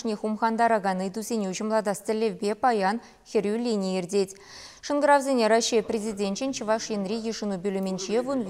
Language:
Chuvash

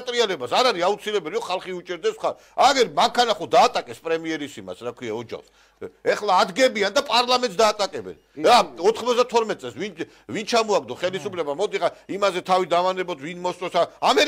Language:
Georgian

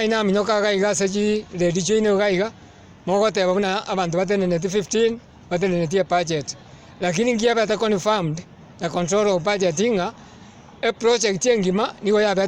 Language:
Gusii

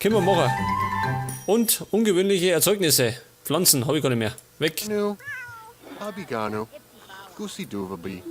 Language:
Bavarian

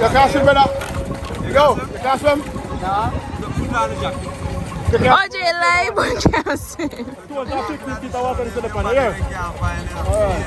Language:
Jamaican Creole English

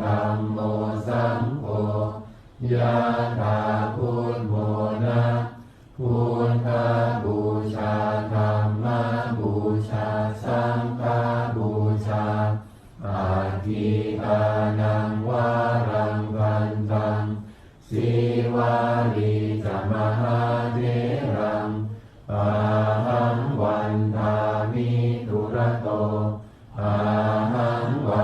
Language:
Pali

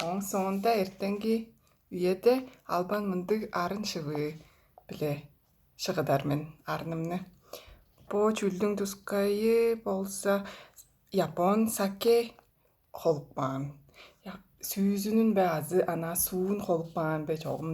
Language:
Tuvinian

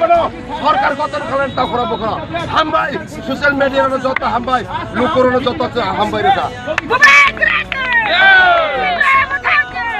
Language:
Kok Borok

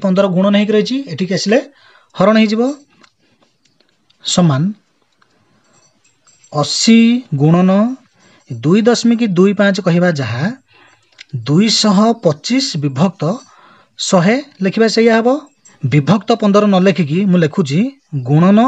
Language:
Odia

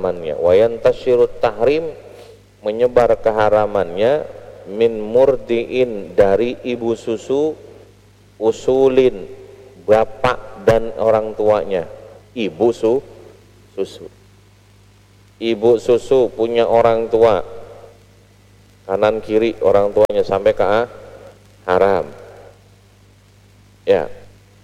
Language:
Indonesian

